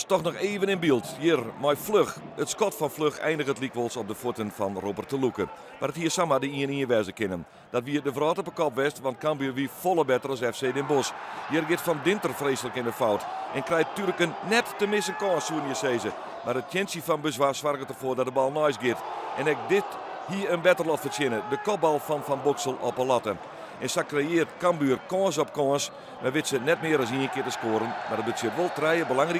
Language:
Western Frisian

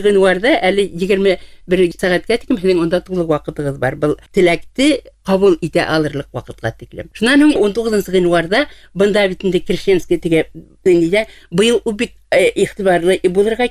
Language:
Bashkir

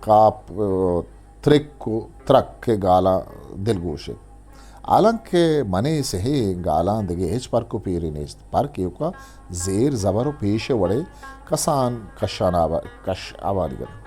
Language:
Eastern Balochi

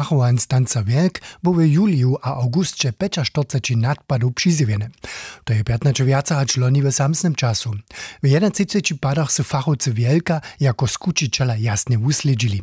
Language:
Upper Sorbian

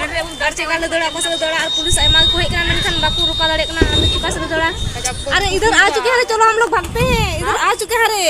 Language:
Santali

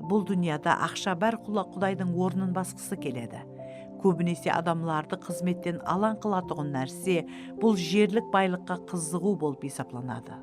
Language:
Kara-Kalpak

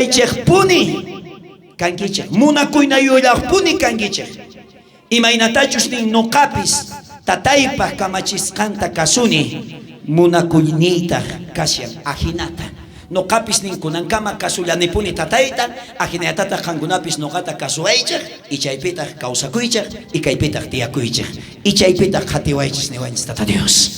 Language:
South Bolivian Quechua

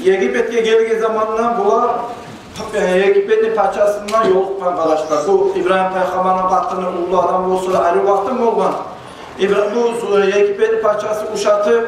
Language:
Kumyk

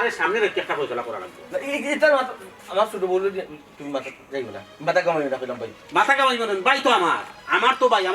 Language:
Sylheti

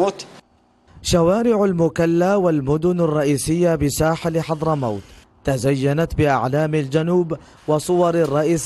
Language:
Arabic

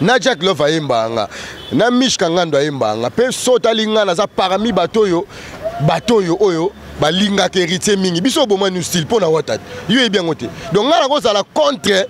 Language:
Lingala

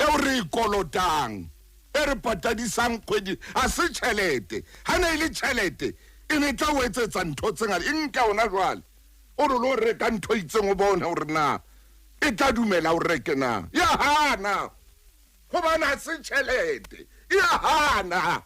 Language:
Southern Sotho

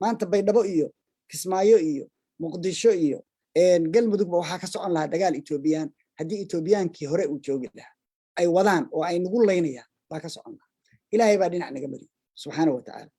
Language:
Somali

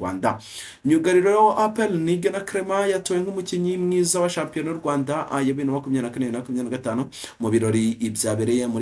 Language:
Kinyarwanda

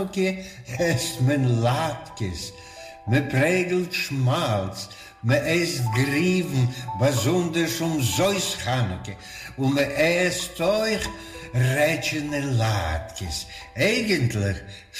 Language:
Yiddish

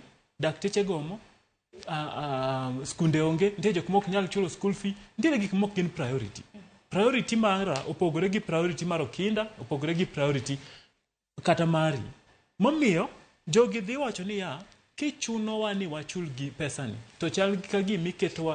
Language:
Luo (Kenya and Tanzania)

